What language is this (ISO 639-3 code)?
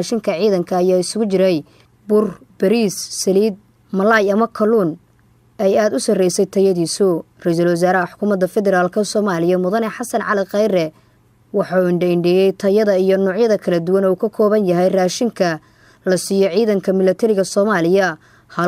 som